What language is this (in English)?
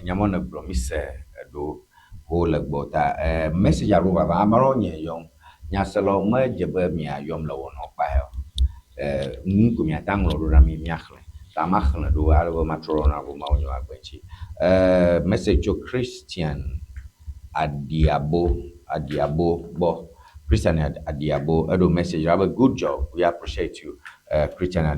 Ewe